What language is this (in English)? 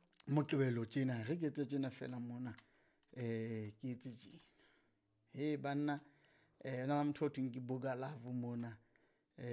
Southern Sotho